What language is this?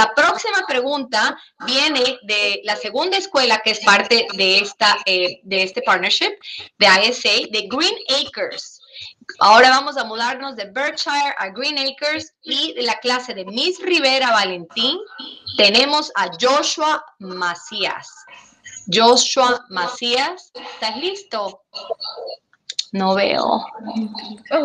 Spanish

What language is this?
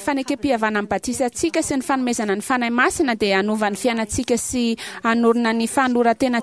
Malagasy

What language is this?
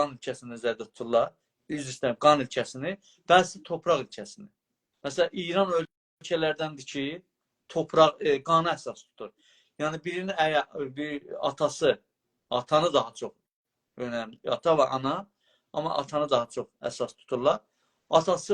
South Azerbaijani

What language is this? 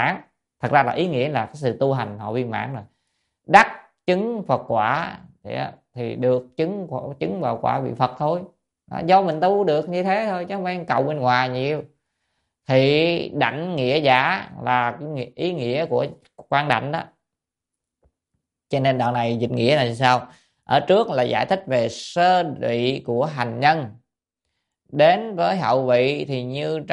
Vietnamese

